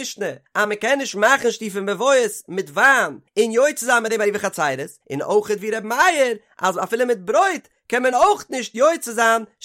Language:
Yiddish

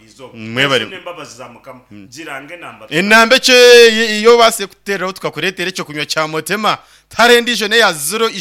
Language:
Nyankole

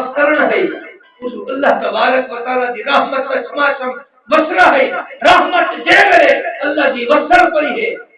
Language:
Saraiki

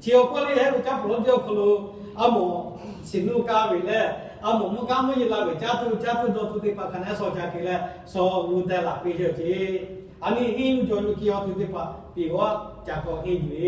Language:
Lahu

